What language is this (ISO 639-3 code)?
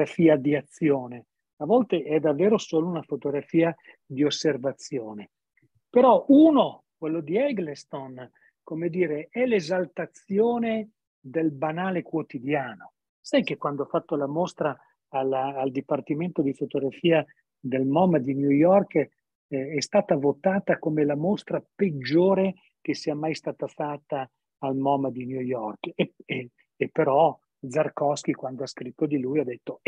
ita